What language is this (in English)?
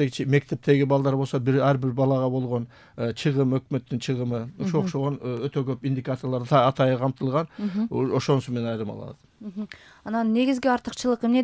Kyrgyz